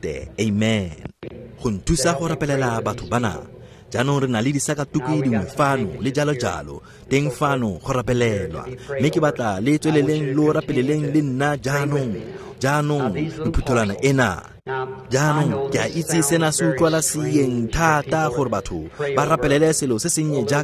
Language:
Tswana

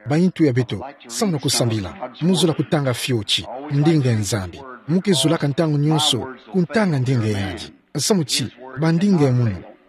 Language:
Kituba (Democratic Republic of Congo)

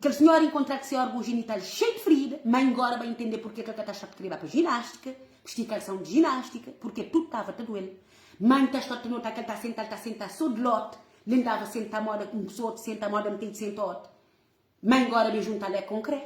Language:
Kabuverdianu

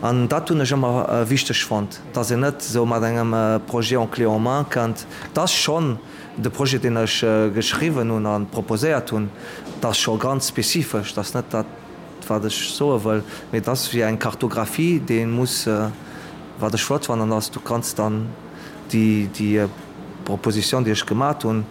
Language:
Luxembourgish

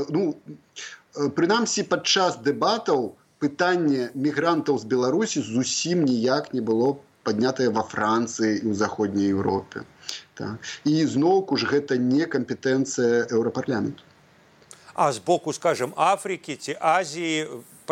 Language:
Belarusian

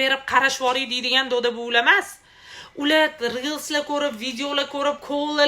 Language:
Uzbek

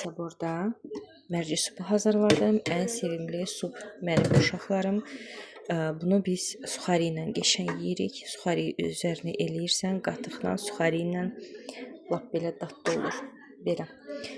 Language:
Azerbaijani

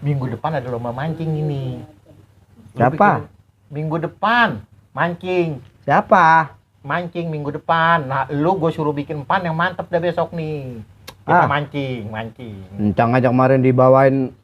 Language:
Betawi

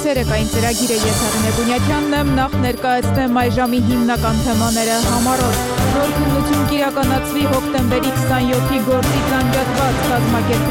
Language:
Armenian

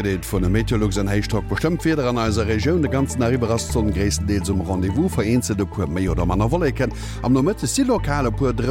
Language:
Luxembourgish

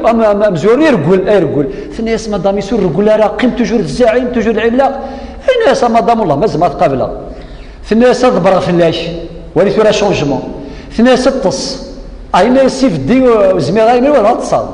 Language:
Kabyle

